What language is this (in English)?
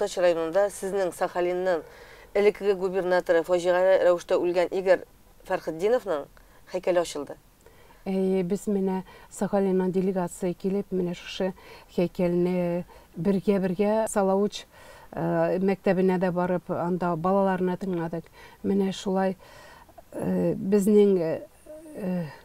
Tatar